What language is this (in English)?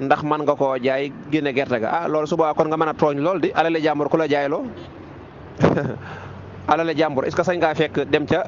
Wolof